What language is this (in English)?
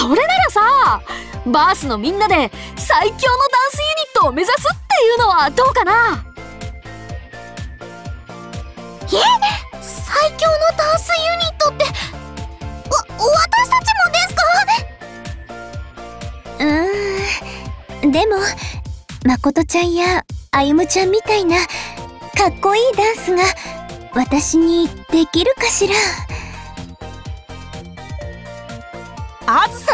Japanese